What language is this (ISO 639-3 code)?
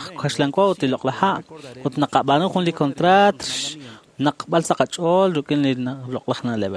kek